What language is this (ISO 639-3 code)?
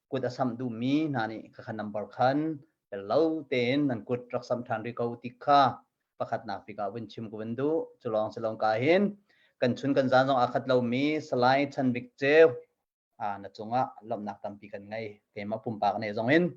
cnh